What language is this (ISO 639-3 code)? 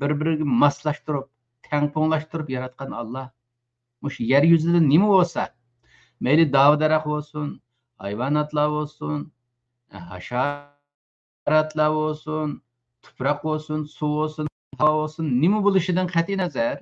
uig